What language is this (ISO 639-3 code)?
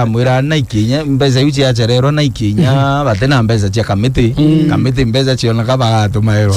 mer